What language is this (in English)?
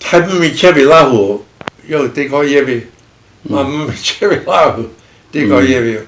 Lahu